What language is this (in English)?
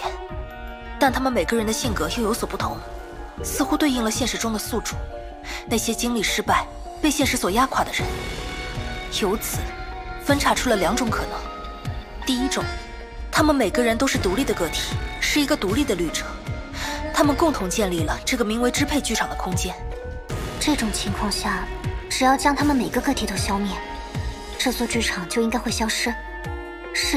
Chinese